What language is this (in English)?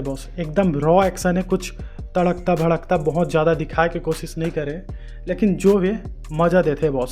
Chhattisgarhi